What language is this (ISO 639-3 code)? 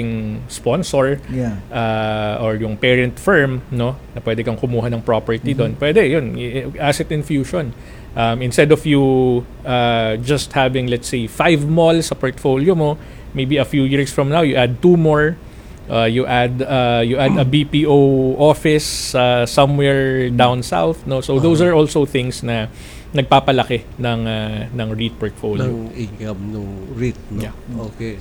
fil